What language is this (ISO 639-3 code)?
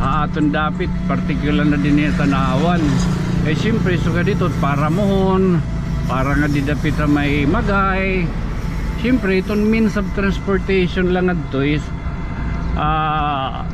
war